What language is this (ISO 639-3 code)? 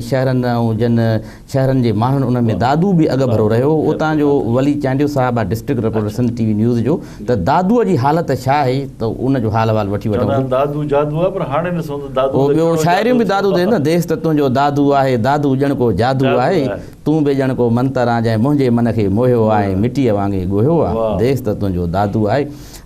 snd